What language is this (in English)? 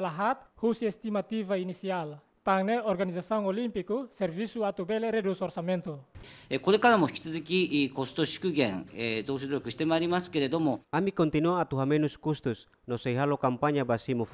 Tetum